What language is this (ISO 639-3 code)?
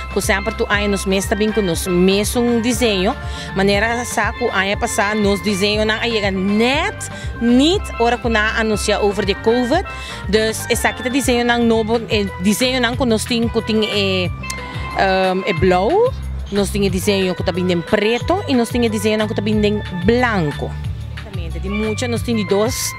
pap